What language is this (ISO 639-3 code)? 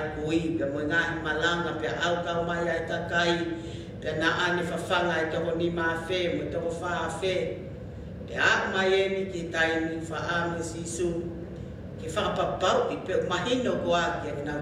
ton